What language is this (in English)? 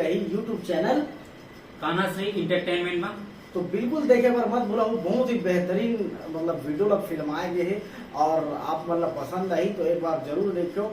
Chhattisgarhi